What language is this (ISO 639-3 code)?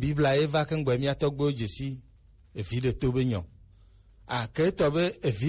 gej